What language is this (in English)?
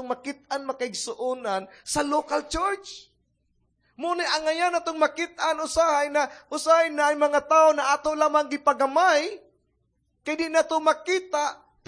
Cebuano